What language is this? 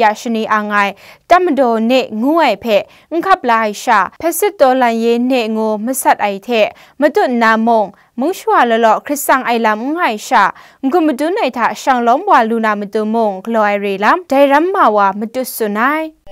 Kachin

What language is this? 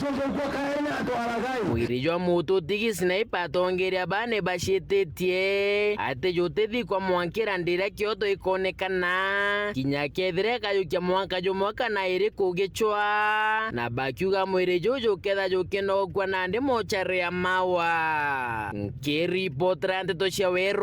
Meru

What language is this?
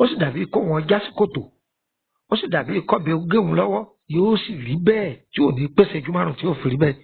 Yoruba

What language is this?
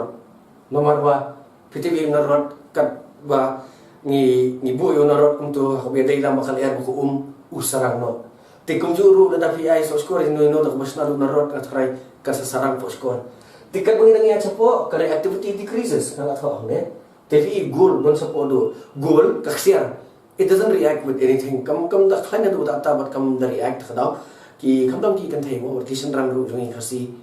Khasi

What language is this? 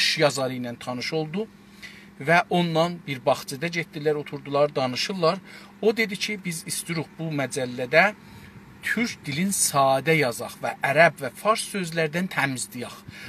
South Azerbaijani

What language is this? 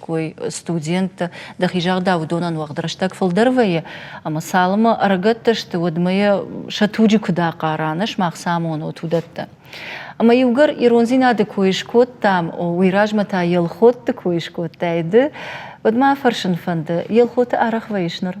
Ossetic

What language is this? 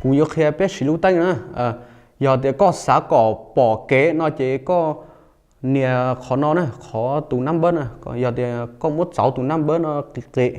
Hmong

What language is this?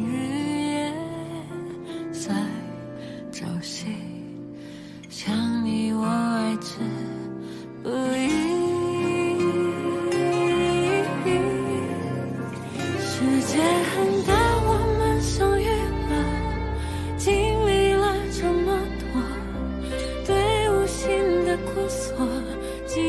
Chinese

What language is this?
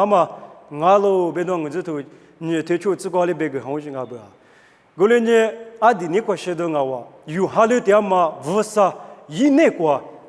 Lisu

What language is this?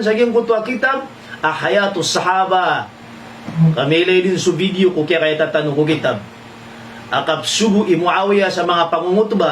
Maranao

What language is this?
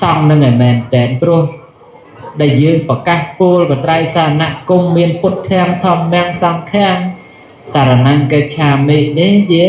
Khmer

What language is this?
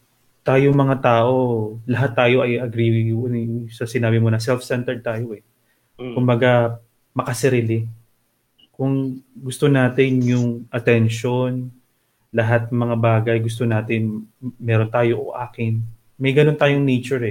Filipino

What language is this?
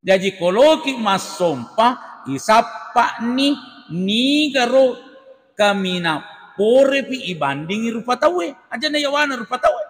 Buginese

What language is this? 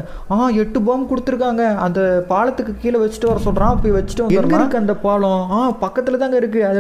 Tamil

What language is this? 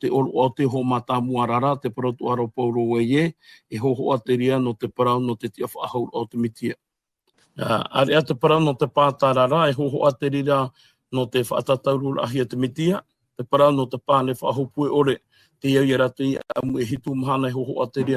Tahitian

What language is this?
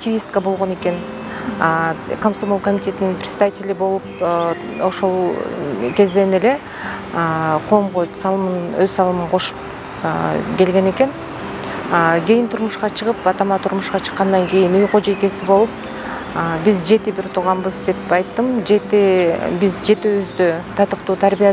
Kyrgyz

